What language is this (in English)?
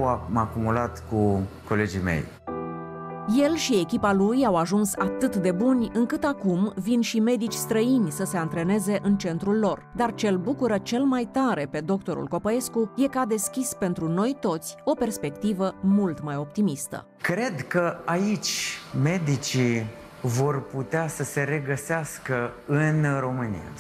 Romanian